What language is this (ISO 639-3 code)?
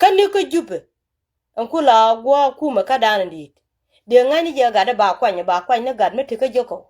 nus